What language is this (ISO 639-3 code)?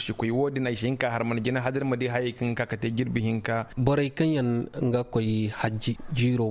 dje